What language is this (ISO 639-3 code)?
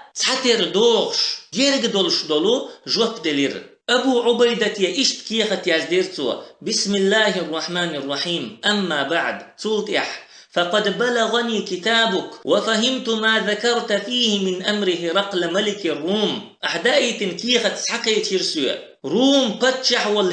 che